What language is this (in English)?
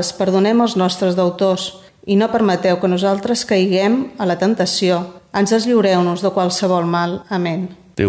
Catalan